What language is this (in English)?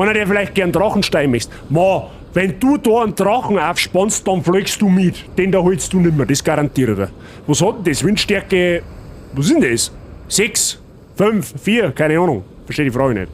Bavarian